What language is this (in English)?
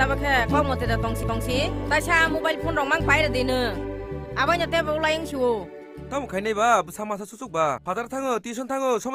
Kok Borok